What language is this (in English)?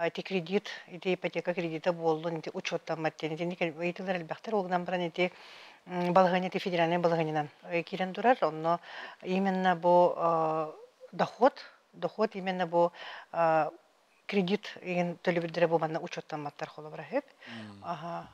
Yakut